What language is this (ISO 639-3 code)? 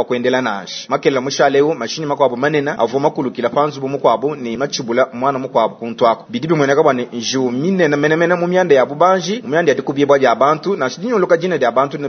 lua